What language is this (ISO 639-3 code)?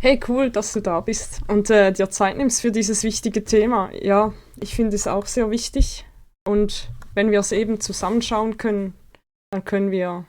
gsw